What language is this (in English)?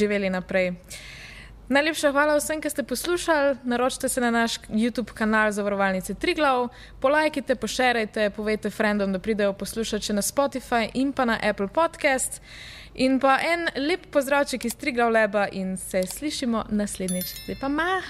Slovenian